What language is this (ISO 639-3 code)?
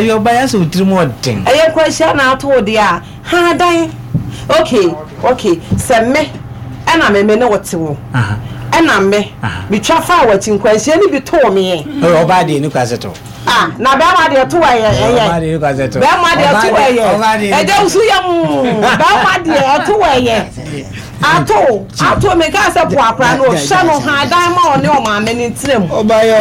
aka